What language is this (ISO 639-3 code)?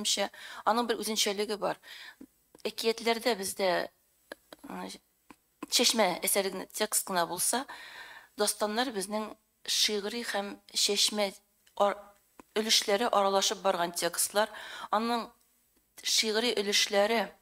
tat